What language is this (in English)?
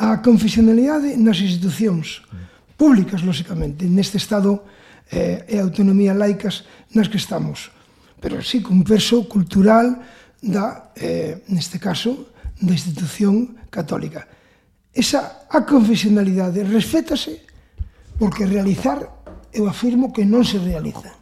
Galician